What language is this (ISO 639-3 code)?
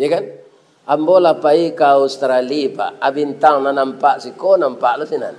min